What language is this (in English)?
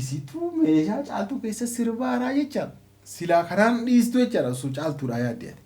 Oromo